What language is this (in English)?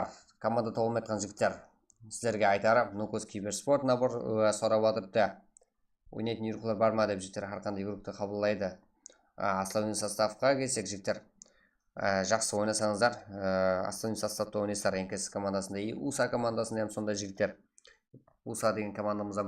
Kara-Kalpak